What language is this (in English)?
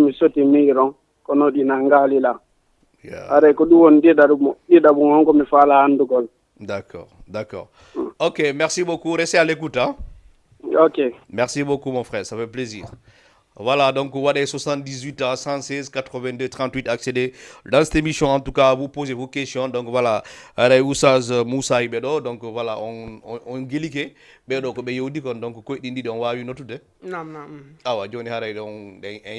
Fula